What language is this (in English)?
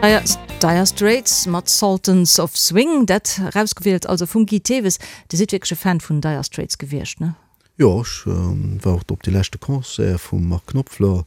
Luxembourgish